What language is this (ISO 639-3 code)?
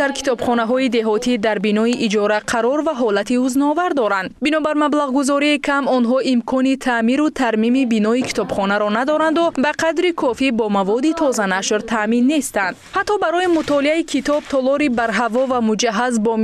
tgk